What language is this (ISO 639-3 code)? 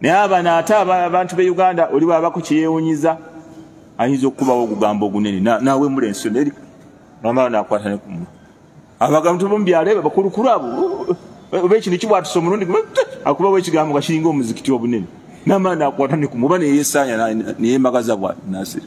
lug